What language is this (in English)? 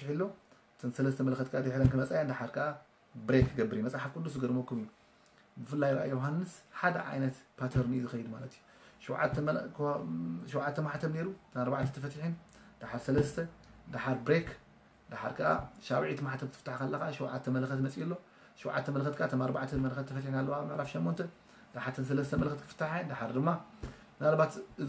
Tigrinya